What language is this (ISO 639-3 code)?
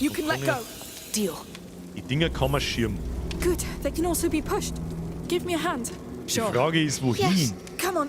bar